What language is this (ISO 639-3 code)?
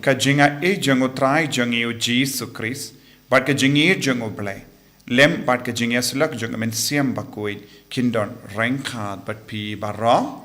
kha